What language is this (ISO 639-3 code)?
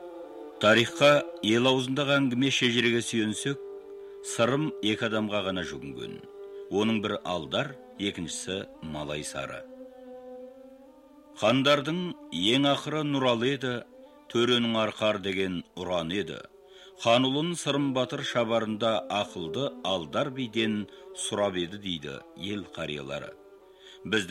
kaz